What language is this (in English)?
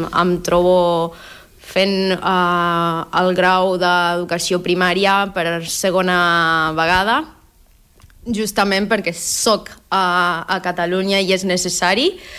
Catalan